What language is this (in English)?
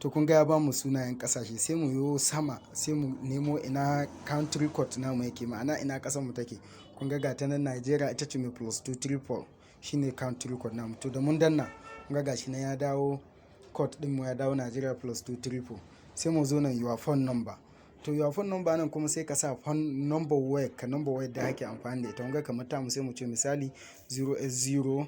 Hausa